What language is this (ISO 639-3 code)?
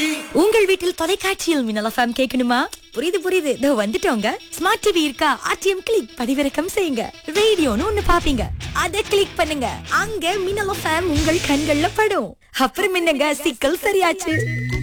tam